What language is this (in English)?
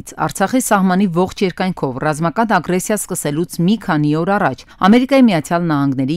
Armenian